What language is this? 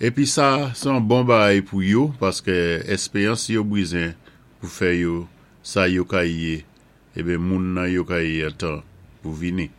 Saint Lucian Creole French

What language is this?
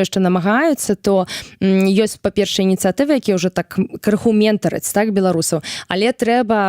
Belarusian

